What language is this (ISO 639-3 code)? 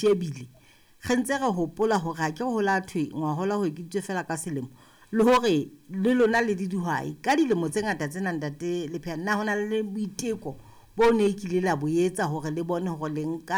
sot